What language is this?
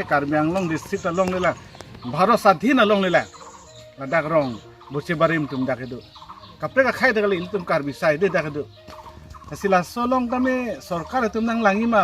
Karbi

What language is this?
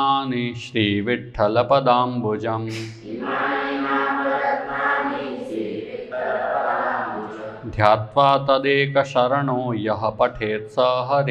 Gujarati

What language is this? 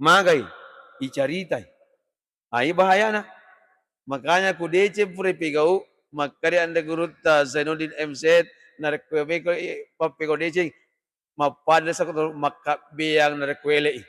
Buginese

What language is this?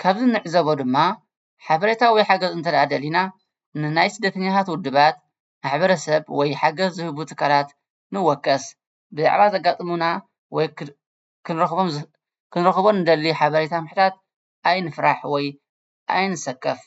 Tigrinya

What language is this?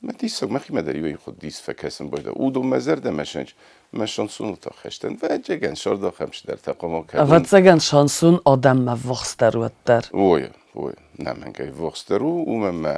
Ossetic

